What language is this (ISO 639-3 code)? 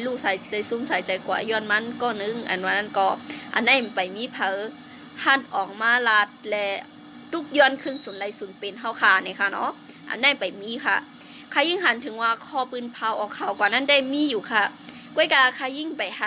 shn